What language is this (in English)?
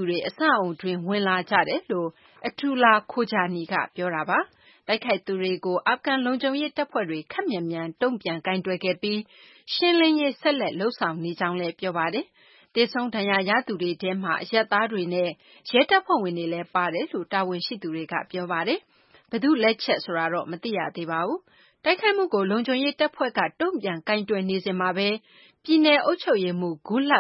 Burmese